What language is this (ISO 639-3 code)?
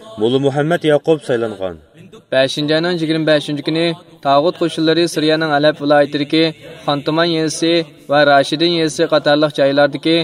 uig